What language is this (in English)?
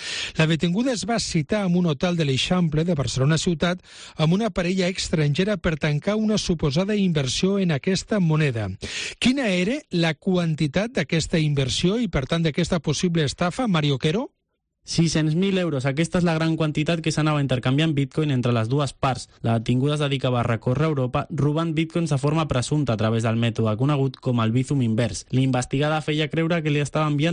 Catalan